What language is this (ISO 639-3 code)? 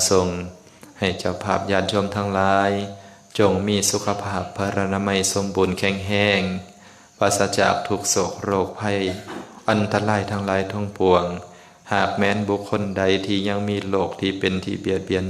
lao